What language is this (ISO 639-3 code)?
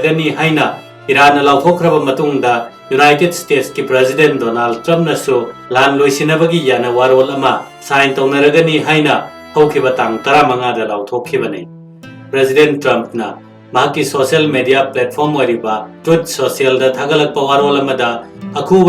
mni